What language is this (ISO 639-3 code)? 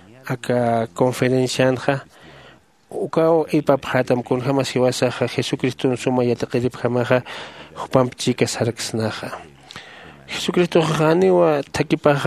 aym